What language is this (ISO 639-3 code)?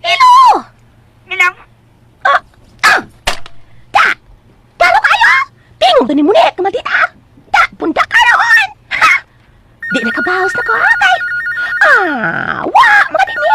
ceb